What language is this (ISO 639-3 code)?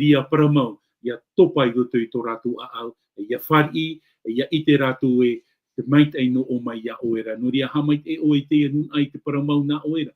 tah